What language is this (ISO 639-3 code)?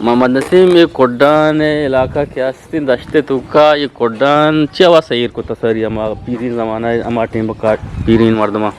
bgp